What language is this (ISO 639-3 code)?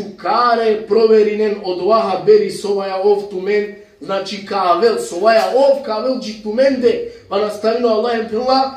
rmn